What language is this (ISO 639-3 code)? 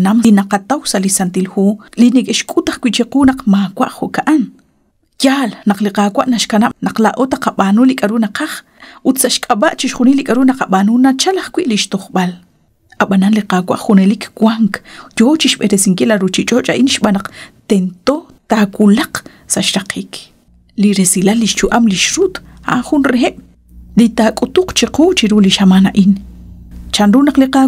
kek